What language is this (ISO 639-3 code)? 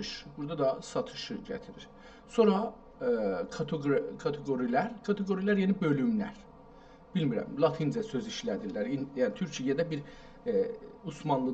azb